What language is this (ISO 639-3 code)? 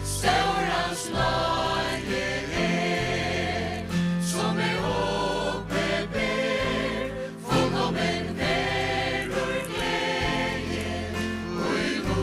fao